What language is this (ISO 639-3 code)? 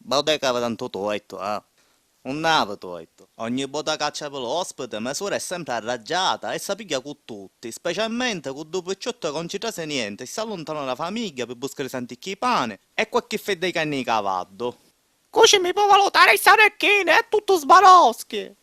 scn